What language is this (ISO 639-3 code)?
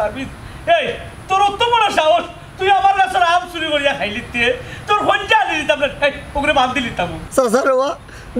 syl